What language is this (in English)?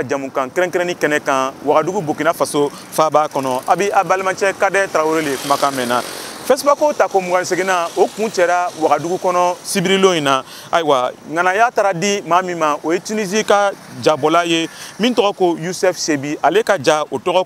Bambara